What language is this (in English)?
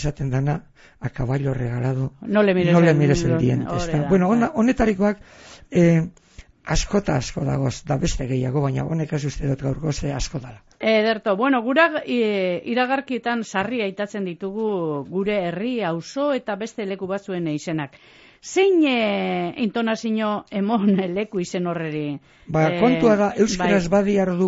Basque